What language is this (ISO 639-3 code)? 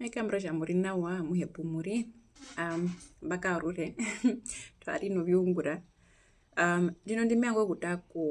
her